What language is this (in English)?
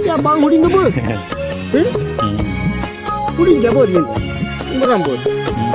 Santali